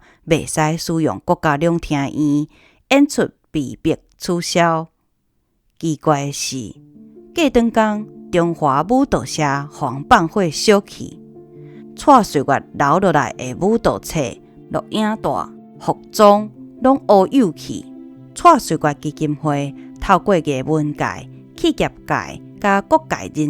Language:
Min Nan Chinese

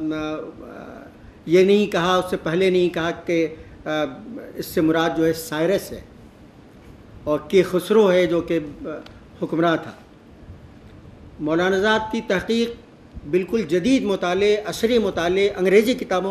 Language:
Urdu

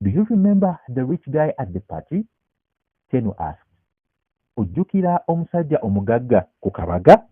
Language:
Ganda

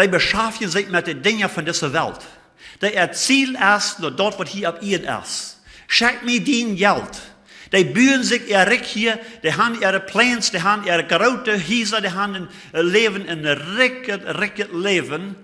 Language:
Plautdietsch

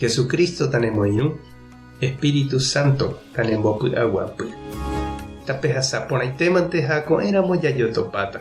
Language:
Guarani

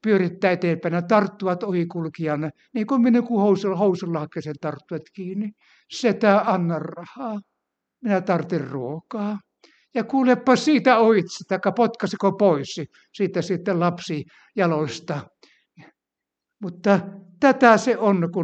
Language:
Finnish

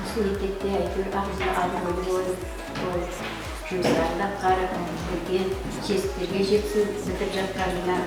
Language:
Kara-Kalpak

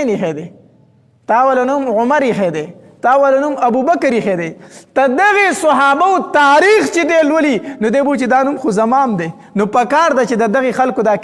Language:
Pashto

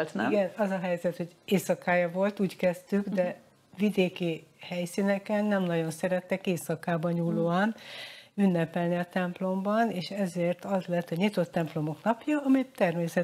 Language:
Hungarian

